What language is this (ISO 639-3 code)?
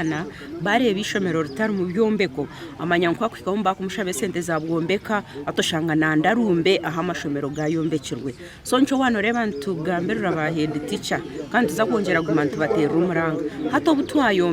nyn